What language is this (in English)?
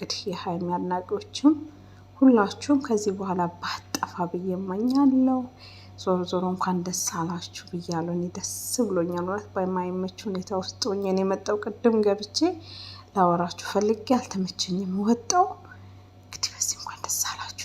Amharic